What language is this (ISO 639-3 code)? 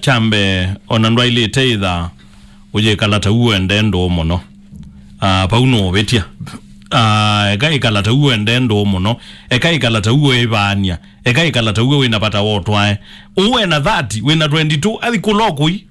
kam